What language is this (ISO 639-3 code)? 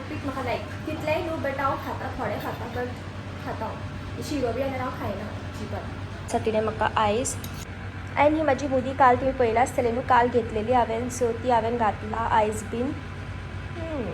kok